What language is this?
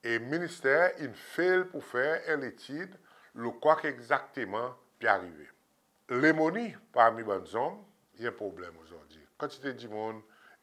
Seselwa Creole French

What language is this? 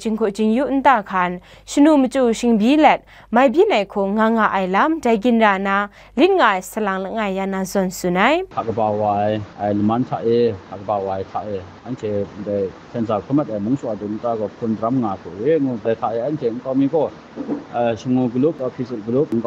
Kachin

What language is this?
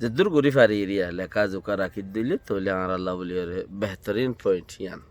Rohingya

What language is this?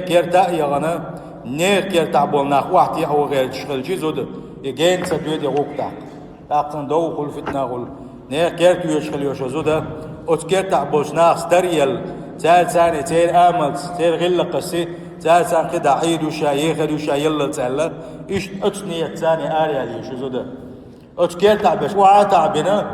Chechen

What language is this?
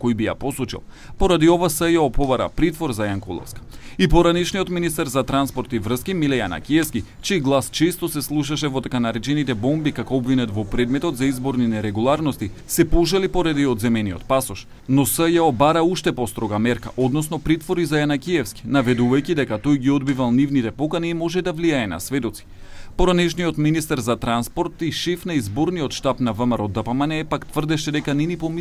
Macedonian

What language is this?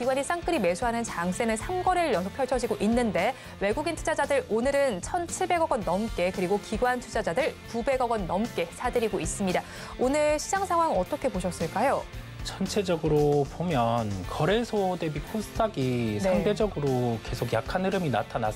Korean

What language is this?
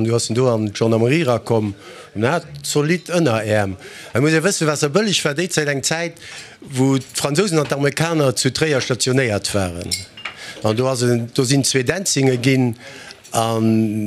Luxembourgish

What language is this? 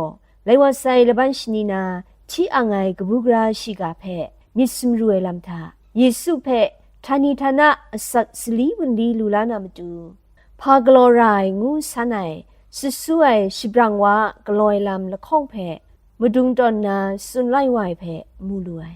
Kachin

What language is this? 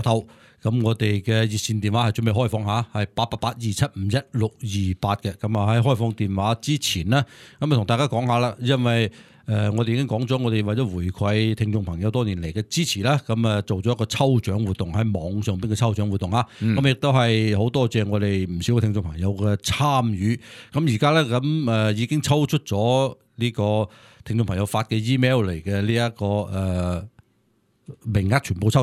Cantonese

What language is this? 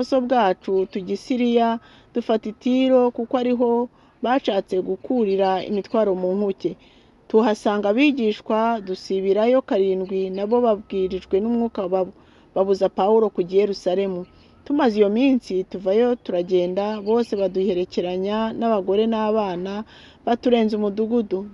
Kinyarwanda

